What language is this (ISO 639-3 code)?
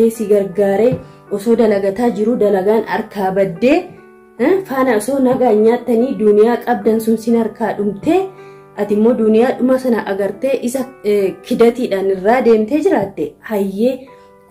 orm